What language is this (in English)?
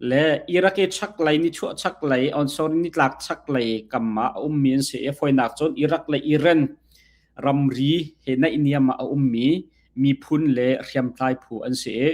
Hakha Chin